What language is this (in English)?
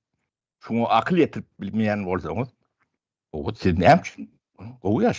Turkmen